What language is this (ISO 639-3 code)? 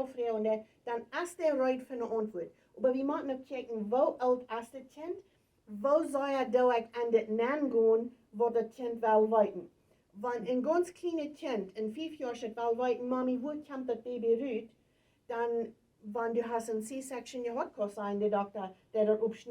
pdt